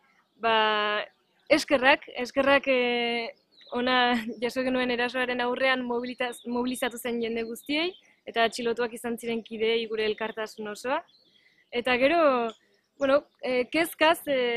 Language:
Basque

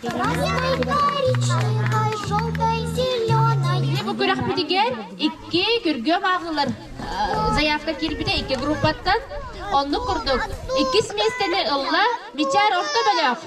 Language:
Yakut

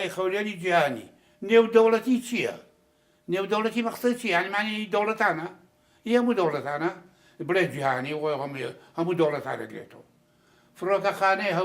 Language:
Central Kurdish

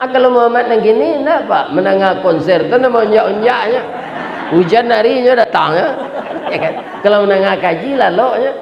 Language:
Minangkabau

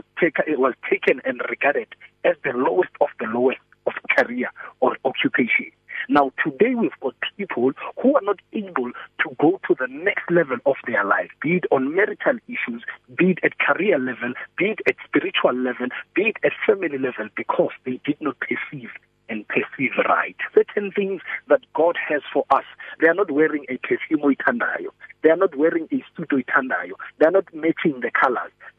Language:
English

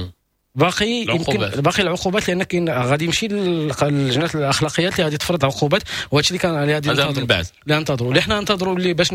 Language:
Moroccan Arabic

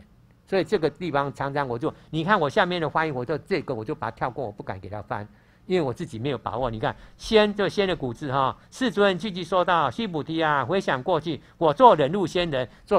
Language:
Chinese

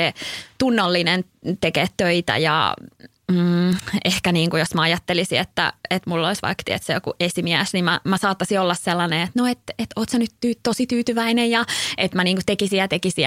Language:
Finnish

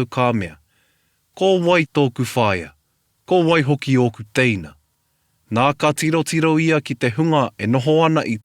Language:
Māori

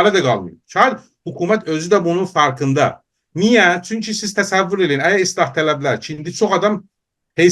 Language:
South Azerbaijani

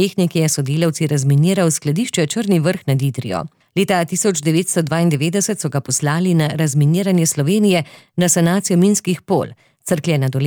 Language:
Slovenian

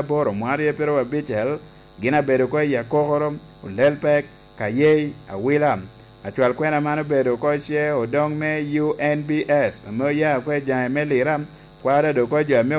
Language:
Lango (Uganda)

